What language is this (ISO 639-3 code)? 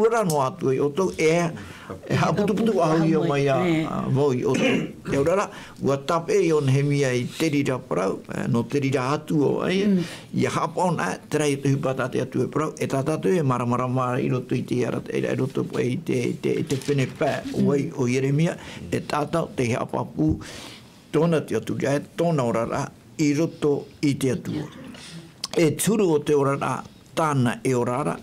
tah